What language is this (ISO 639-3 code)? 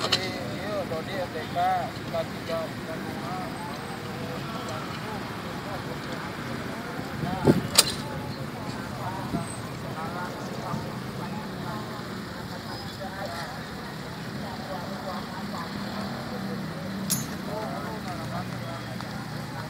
ind